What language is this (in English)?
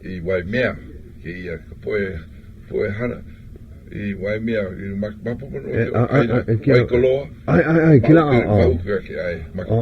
Hawaiian